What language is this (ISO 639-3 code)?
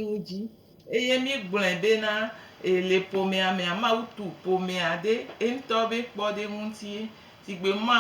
gej